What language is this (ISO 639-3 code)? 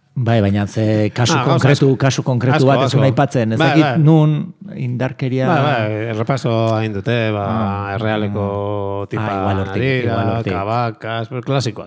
eus